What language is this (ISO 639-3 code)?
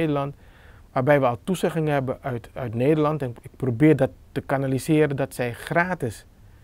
nld